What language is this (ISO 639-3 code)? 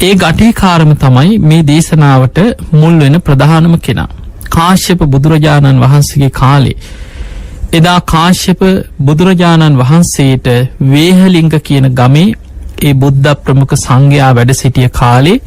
sin